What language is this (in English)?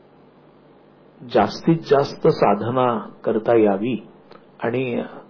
Marathi